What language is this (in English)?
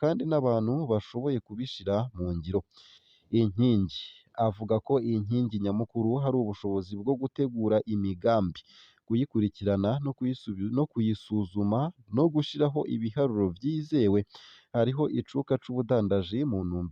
Rundi